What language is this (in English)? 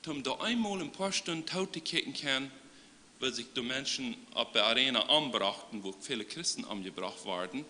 Plautdietsch